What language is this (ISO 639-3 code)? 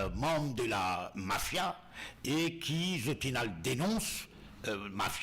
mfe